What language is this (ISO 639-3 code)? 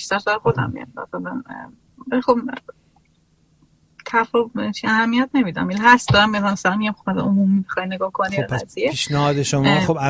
fas